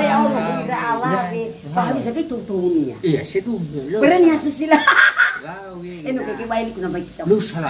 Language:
Nias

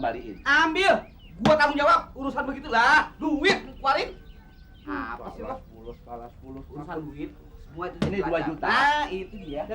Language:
Betawi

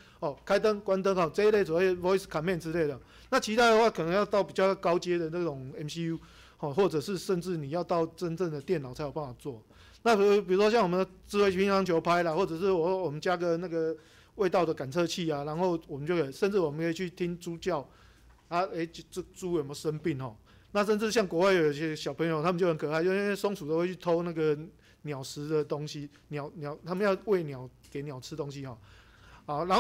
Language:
Chinese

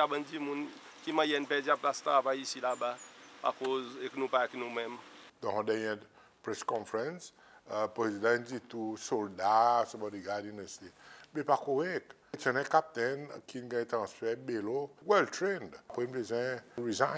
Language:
Seselwa Creole French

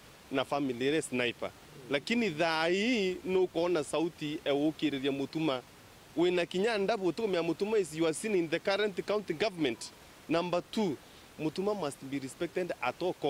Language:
Meru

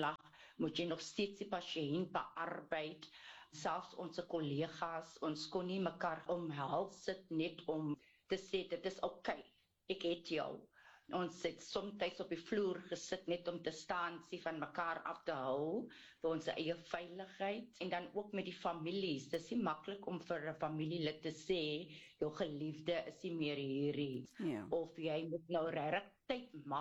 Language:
Afrikaans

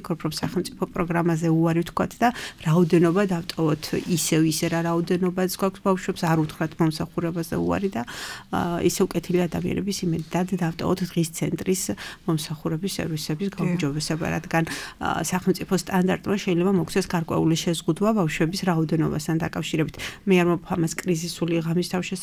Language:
Georgian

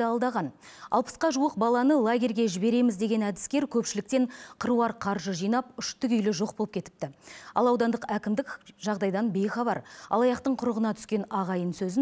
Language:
Kazakh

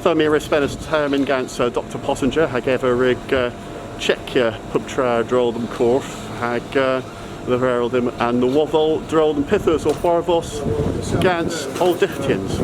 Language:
Cornish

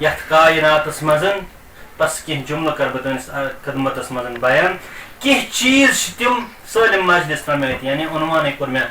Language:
Kashmiri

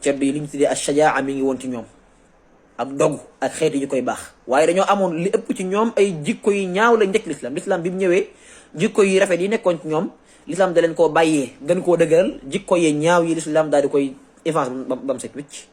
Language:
Wolof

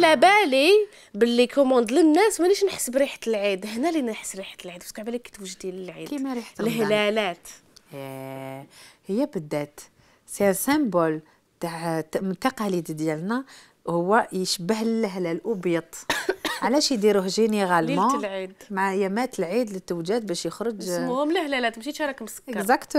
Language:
Algerian Arabic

